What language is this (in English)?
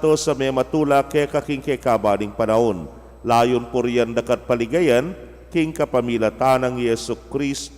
Pampanga